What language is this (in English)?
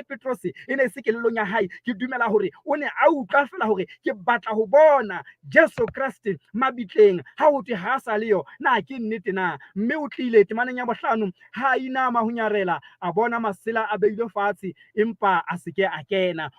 Southern Sotho